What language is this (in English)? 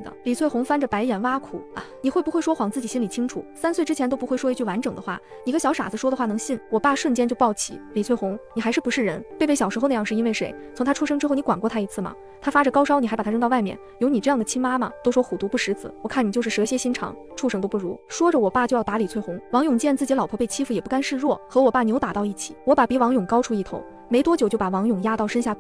Chinese